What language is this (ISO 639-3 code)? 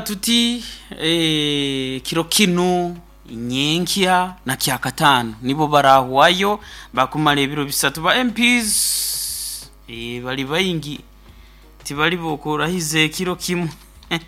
nyo